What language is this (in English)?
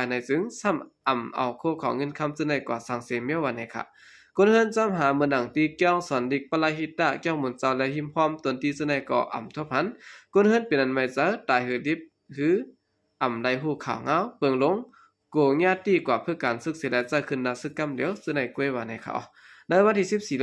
Shan